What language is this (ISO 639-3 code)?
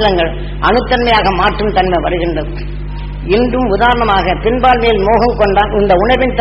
tam